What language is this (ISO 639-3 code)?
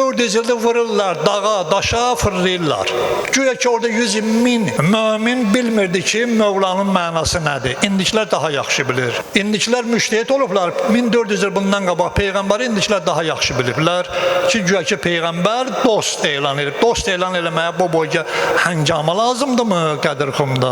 aze